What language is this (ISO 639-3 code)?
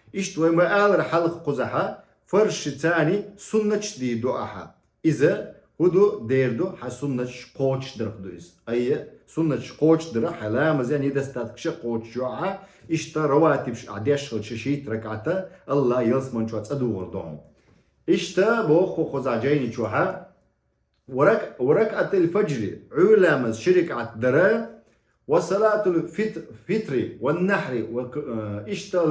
che